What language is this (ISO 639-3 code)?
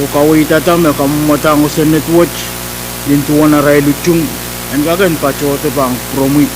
pon